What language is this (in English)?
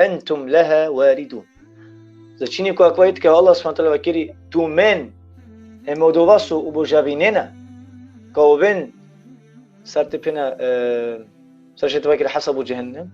Balkan Romani